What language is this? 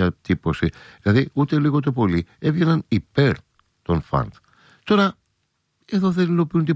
Greek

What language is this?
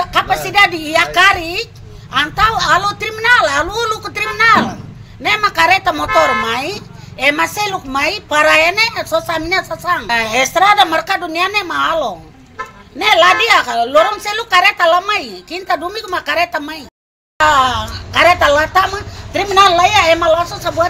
Tetum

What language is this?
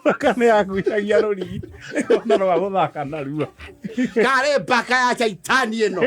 Kikuyu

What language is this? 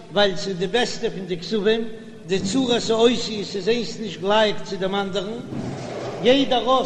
Yiddish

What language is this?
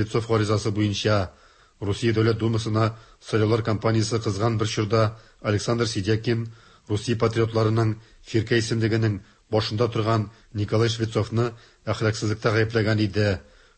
Tatar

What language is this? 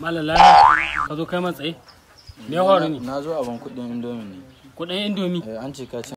Hausa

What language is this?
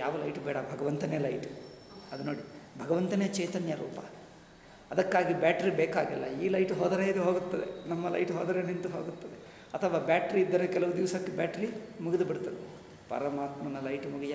Kannada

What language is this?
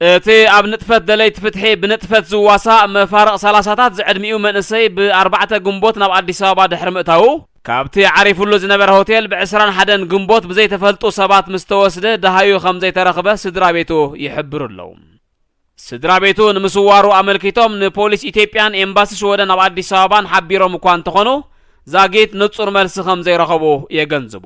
Tigrinya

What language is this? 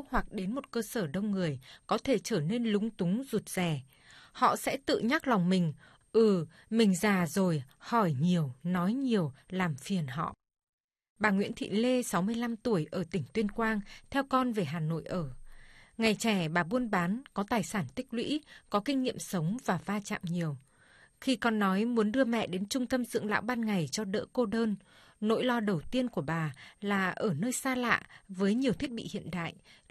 Vietnamese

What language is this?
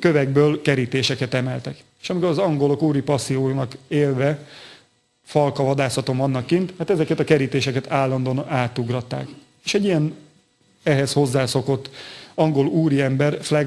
Hungarian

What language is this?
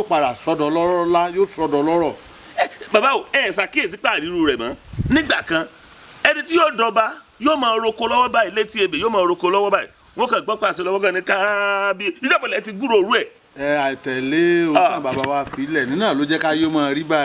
Yoruba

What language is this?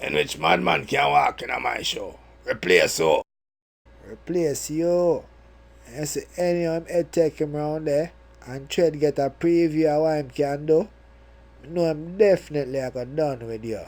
Jamaican Creole English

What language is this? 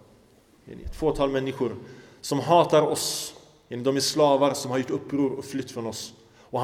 Swedish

